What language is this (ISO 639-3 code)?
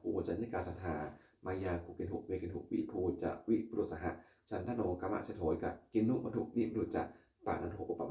pli